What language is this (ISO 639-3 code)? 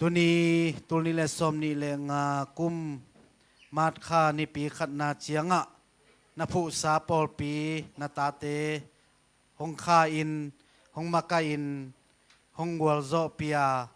ctd